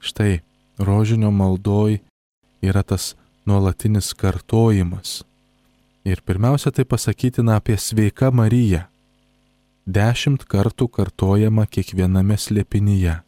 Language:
Lithuanian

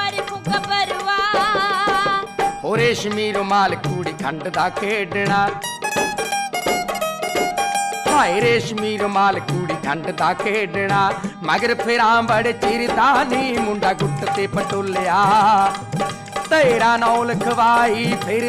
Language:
Punjabi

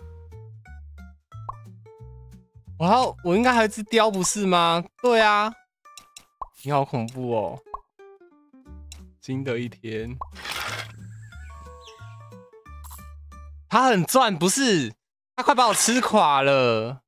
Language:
Chinese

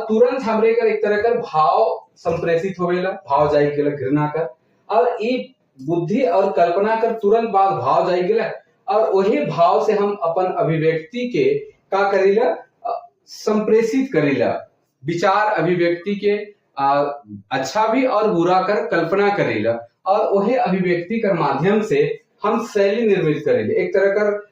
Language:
Sadri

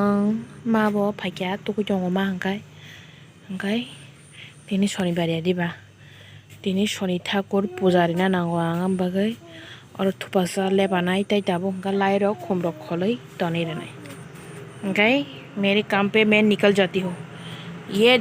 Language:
Kok Borok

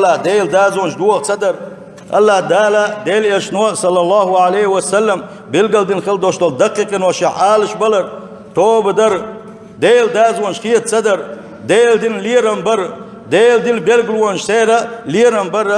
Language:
Chechen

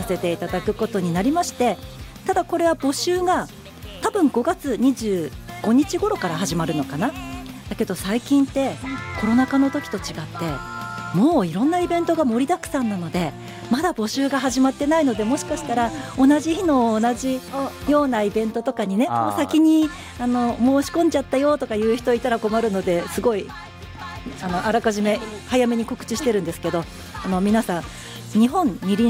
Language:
Japanese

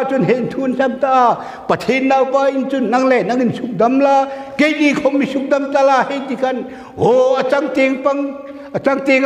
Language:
Hmar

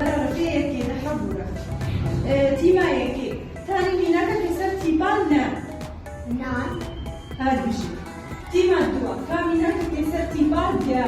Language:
Kurdish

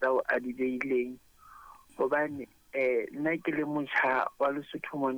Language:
Southern Sotho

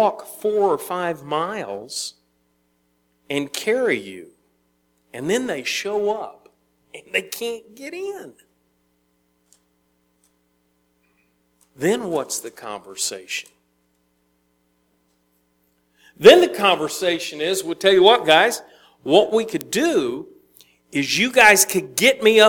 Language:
English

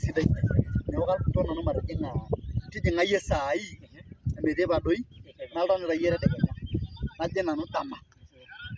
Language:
Masai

